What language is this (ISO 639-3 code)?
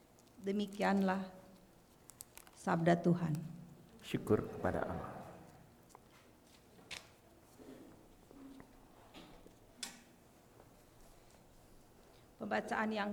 ind